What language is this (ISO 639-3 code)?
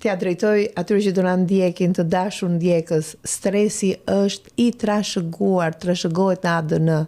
sqi